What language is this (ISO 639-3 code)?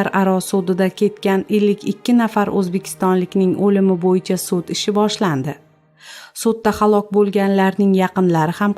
uzb